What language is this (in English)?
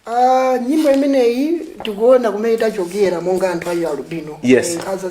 Nyanja